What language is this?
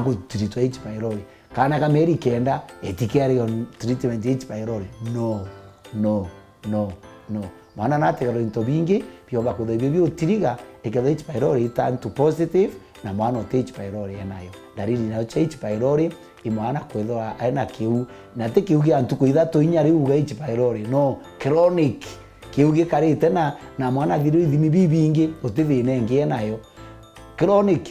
Meru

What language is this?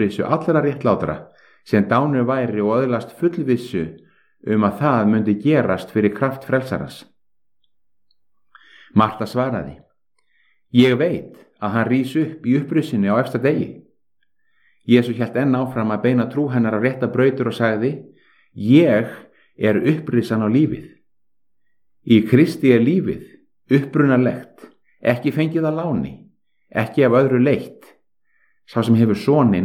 Icelandic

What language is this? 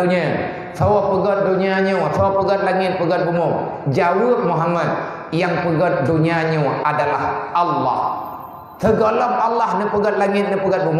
Achinese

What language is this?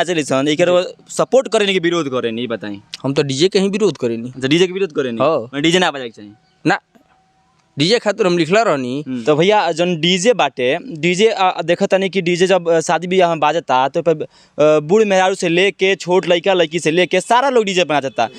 Bhojpuri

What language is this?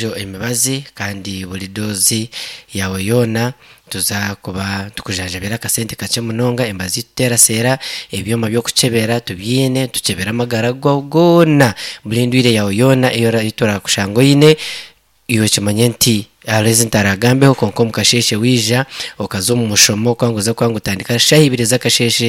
Nyankole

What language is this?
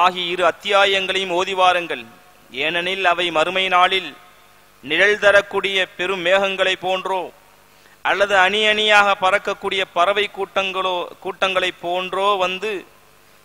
Tamil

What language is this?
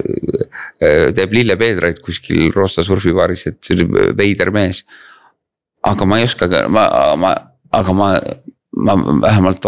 Estonian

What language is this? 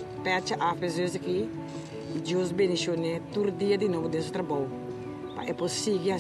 Papiamento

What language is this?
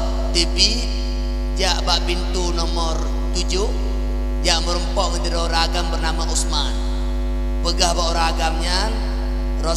Achinese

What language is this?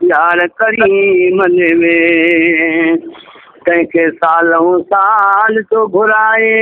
Saraiki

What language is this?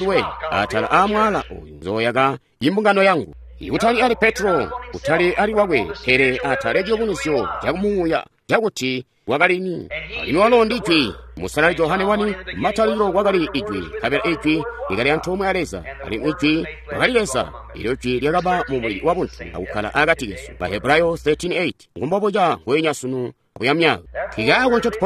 Tonga (Zambia)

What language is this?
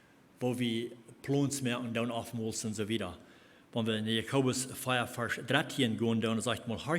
Plautdietsch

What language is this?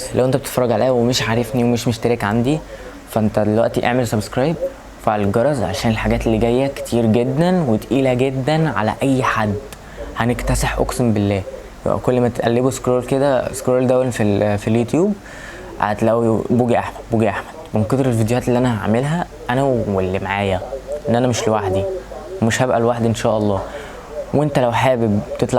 Egyptian Arabic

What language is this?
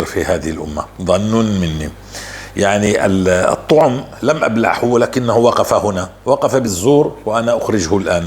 North Levantine Arabic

